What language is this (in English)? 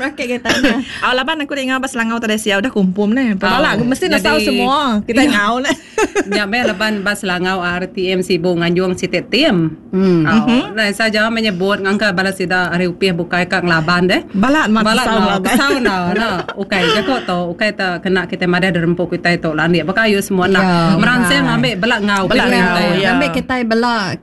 Iban